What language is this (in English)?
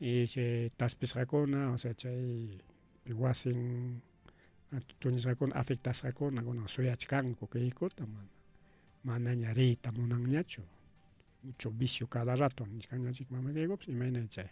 Ayacucho Quechua